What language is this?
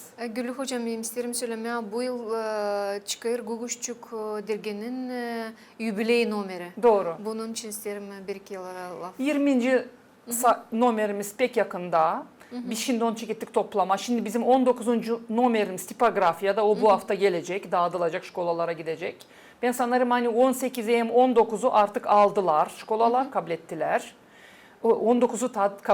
Gagauz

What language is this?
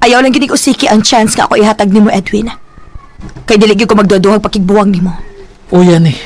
Cebuano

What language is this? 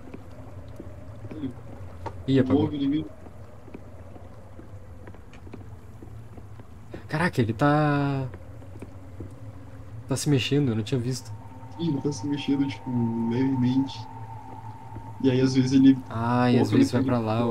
Portuguese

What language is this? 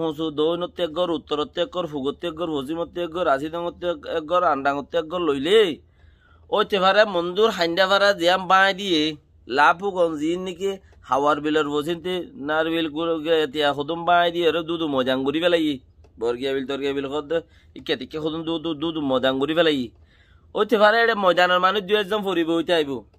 Rohingya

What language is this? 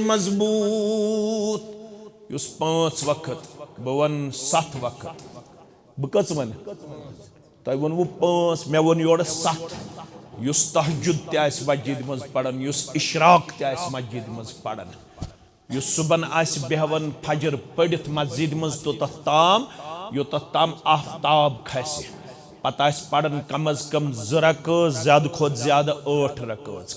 Kashmiri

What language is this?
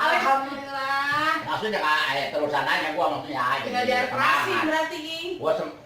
Betawi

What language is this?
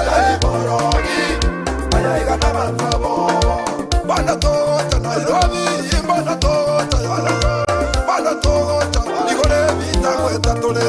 Gusii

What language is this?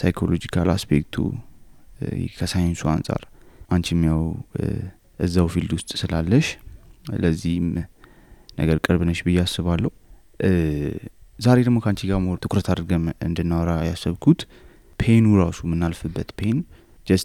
Amharic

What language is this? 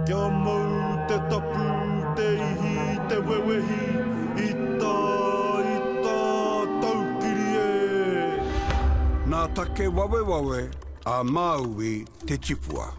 Māori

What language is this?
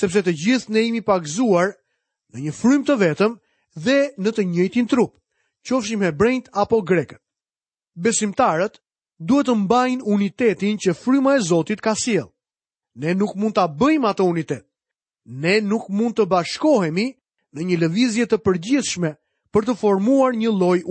Albanian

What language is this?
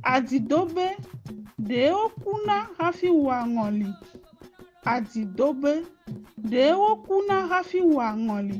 Ewe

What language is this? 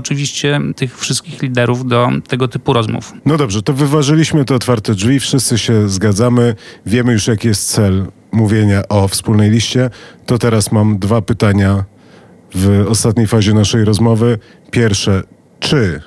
Polish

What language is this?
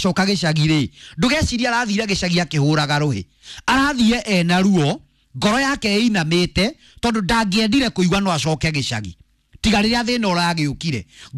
Kikuyu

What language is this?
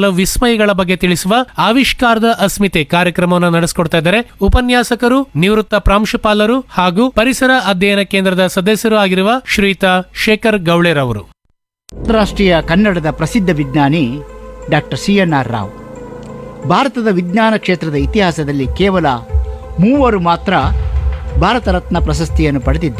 Kannada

